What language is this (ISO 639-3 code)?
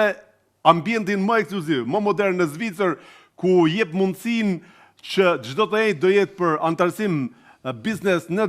sqi